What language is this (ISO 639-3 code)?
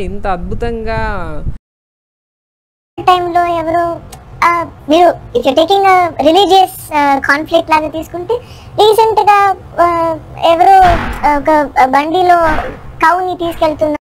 tel